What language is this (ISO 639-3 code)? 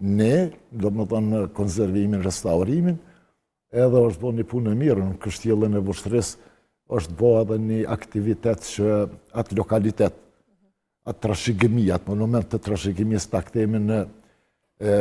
sqi